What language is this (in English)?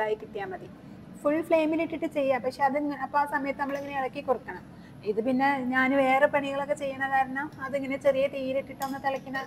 Malayalam